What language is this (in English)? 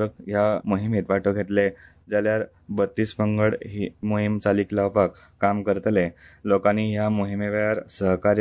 Konkani